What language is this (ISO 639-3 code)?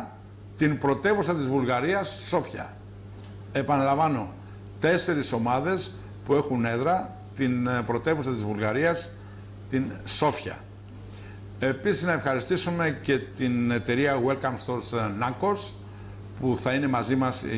ell